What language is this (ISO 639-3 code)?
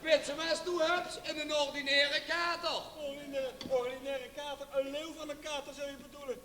lim